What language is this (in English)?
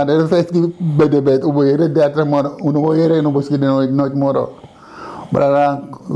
Sranan Tongo